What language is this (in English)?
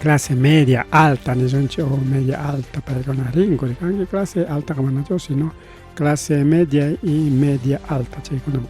Ayacucho Quechua